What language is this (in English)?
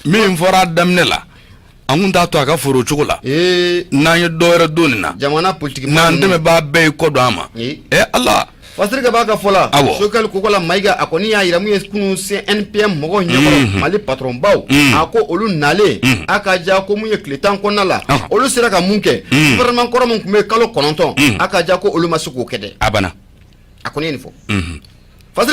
Bambara